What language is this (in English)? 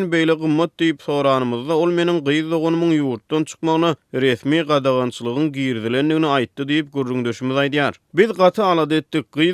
Turkmen